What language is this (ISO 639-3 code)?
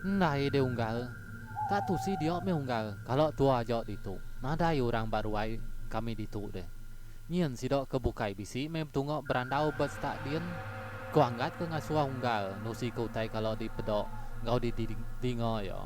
iba